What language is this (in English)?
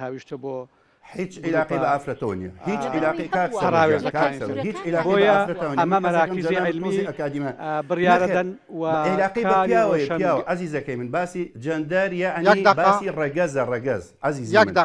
Central Kurdish